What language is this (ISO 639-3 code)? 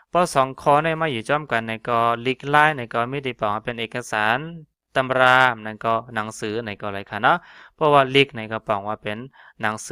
shn